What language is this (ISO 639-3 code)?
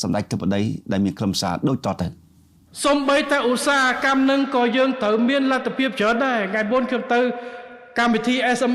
khm